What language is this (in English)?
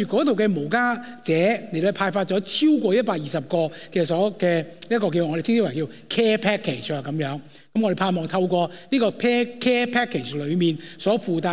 Cantonese